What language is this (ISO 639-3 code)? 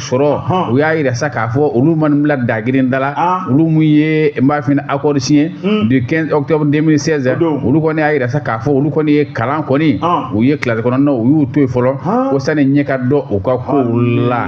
bam